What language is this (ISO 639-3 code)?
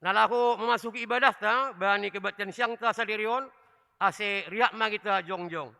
bts